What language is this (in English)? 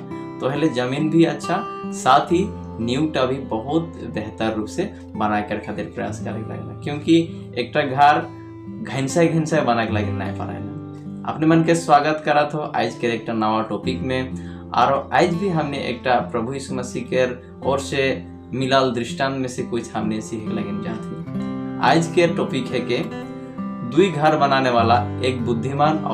Sadri